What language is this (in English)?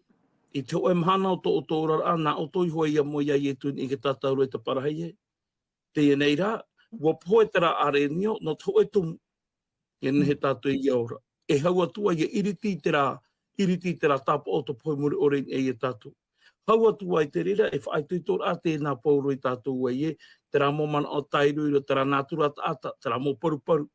Tahitian